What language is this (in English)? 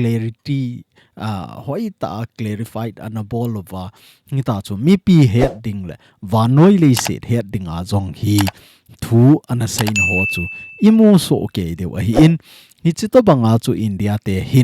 Thado Chin